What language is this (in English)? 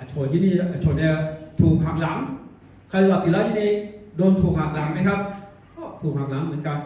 Akha